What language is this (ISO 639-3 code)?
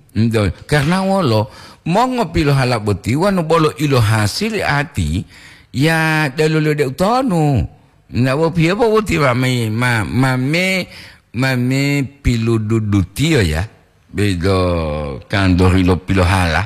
gor